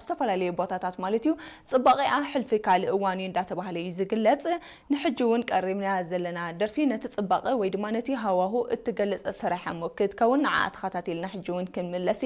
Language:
Tigrinya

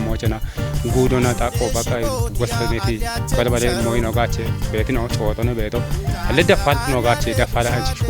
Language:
Kafa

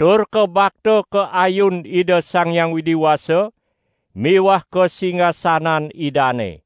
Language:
Balinese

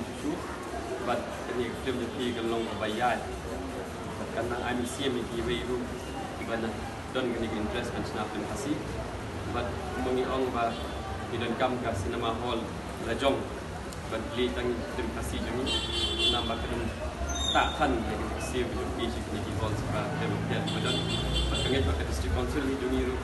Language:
Khasi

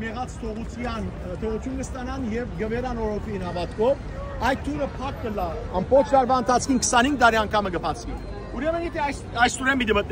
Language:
Western Armenian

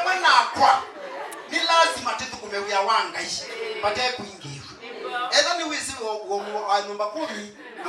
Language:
Kamba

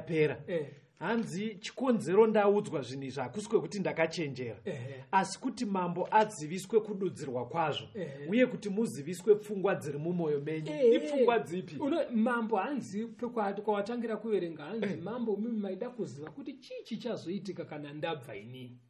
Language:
Shona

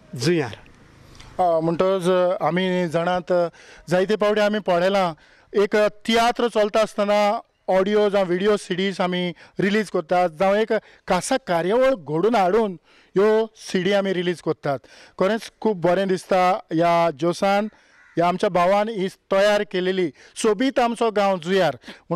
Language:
Konkani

